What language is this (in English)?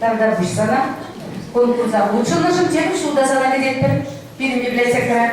Chuvash